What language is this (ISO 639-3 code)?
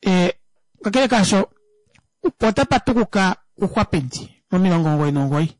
kua